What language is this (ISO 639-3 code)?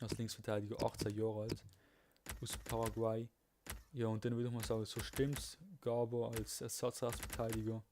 gsw